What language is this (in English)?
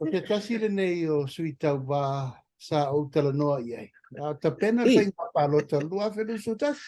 Samoan